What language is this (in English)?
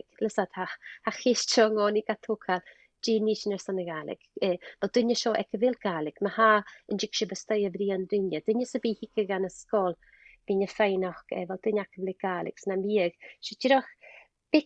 Scottish Gaelic